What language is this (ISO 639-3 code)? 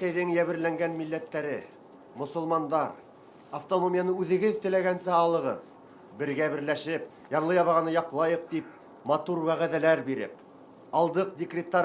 bak